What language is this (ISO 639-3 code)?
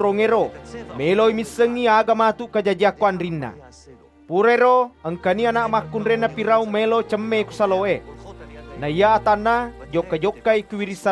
bug